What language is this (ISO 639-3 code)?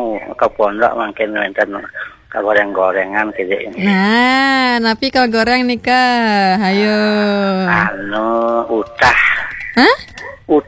ban